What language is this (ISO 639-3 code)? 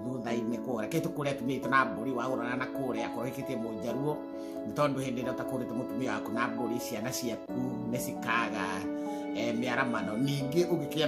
kik